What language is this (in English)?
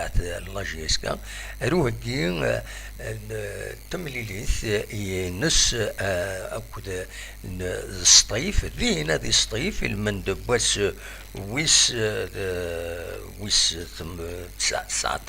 Kabyle